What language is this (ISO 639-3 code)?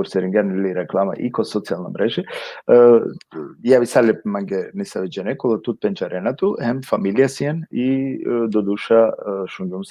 rmn